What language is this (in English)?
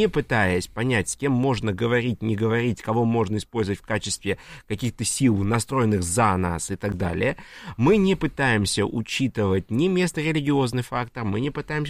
Russian